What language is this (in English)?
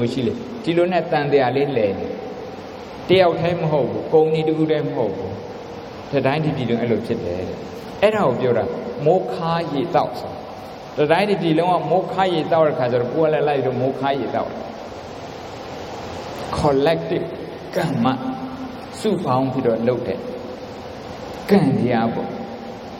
Burmese